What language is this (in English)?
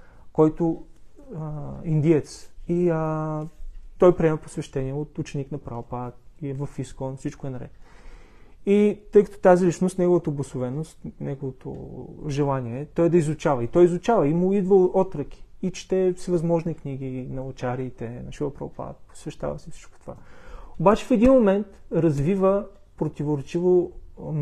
Bulgarian